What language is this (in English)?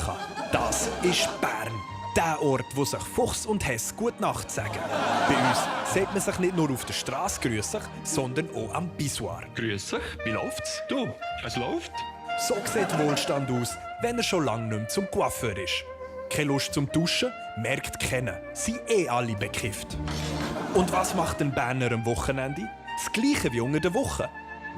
Swiss German